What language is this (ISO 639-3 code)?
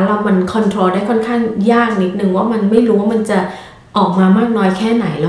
tha